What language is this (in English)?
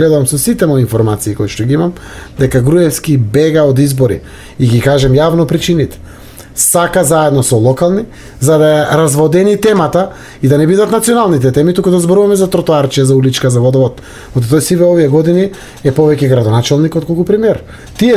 Macedonian